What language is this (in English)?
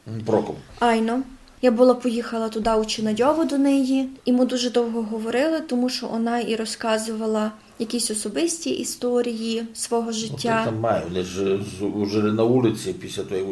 Rusyn